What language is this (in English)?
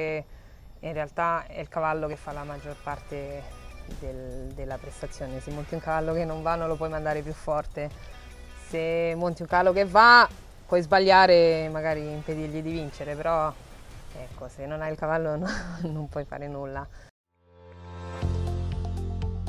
Italian